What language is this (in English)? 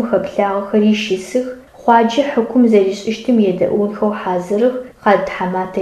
Adyghe